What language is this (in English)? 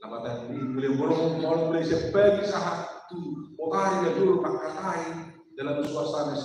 Batak Toba